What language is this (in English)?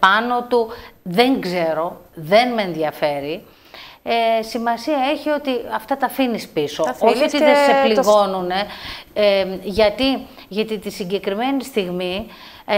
Greek